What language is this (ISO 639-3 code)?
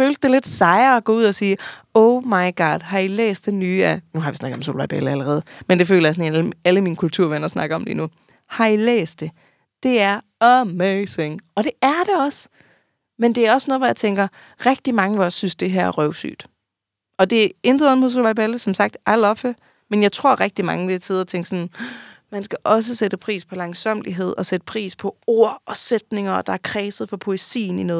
dan